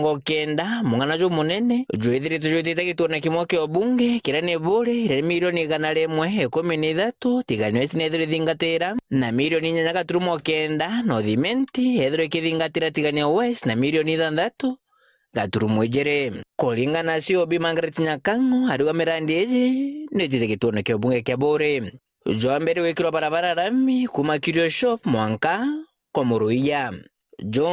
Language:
Meru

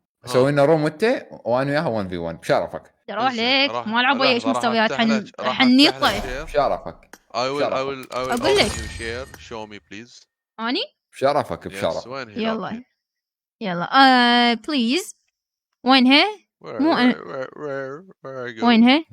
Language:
Mesopotamian Arabic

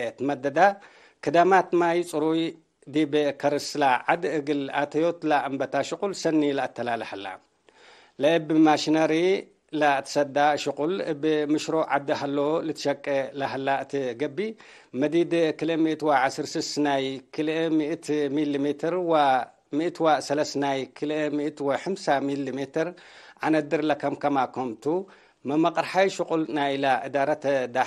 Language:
Tigre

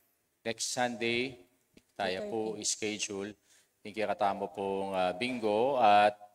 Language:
Pampanga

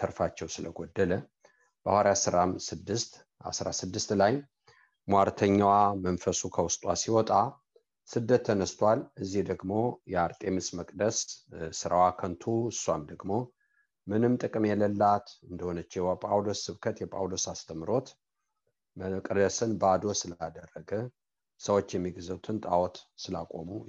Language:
Amharic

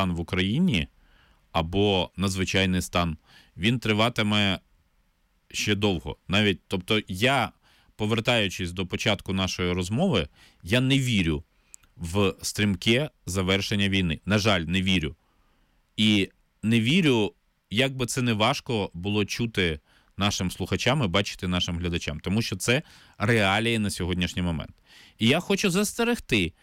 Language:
Ukrainian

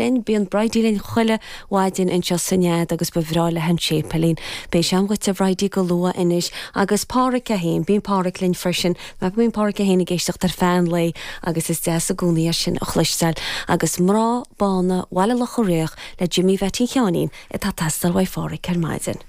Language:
Irish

